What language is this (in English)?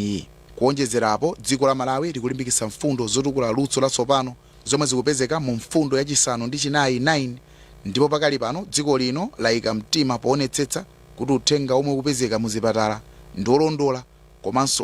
Nyanja